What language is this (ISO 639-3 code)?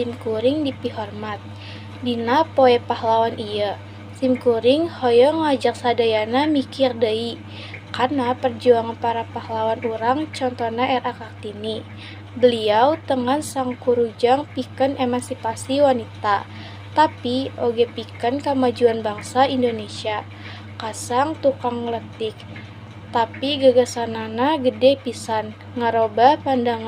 sun